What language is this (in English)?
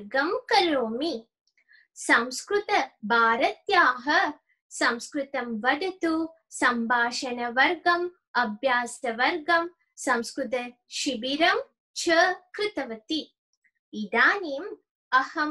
Sanskrit